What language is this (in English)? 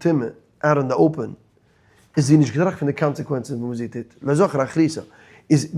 Yiddish